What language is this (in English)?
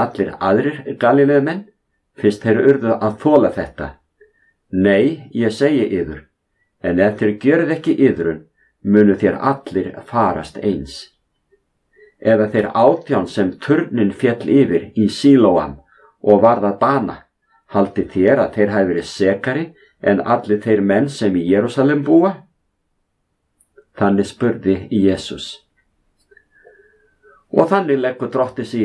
Icelandic